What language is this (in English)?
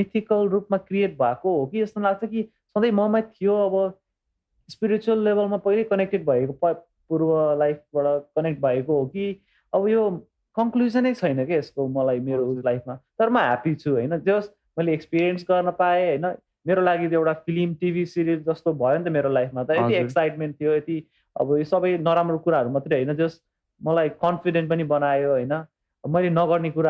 Nepali